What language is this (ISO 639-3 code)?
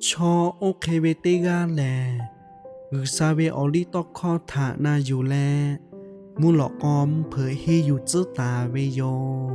lhu